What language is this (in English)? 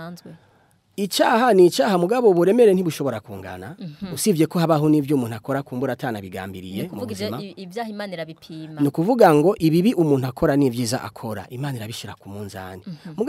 Rundi